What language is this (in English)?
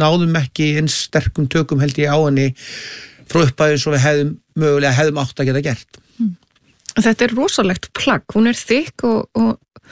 Icelandic